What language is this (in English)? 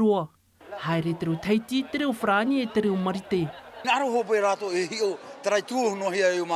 Tahitian